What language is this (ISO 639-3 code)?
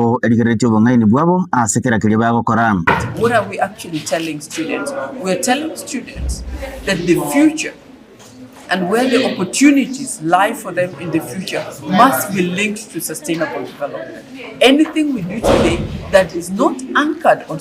guz